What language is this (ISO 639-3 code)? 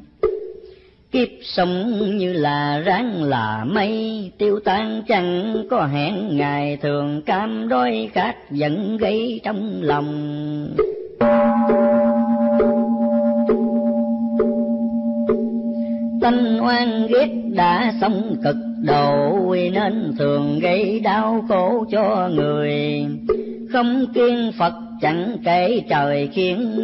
vie